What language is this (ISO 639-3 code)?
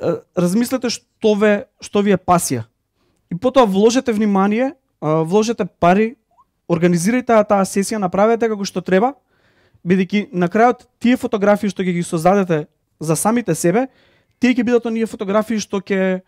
mkd